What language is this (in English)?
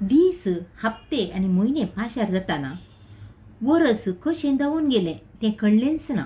Konkani